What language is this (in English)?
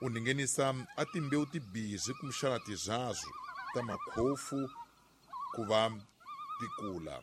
Tsonga